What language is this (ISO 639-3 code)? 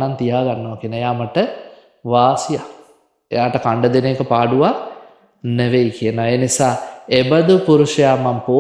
sin